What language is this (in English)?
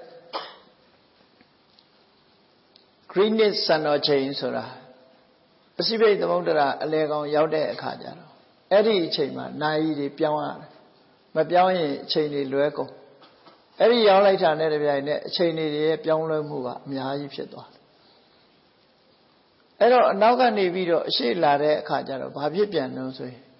Burmese